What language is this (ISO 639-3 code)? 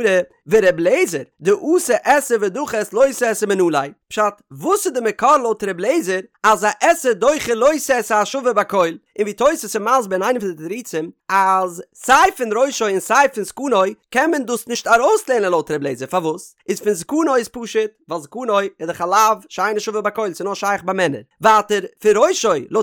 yid